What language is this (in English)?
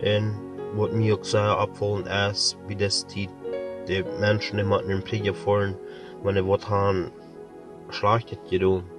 Plautdietsch